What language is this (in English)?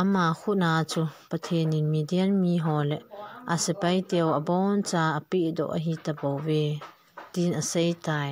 Thado Chin